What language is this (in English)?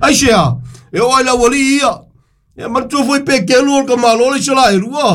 Samoan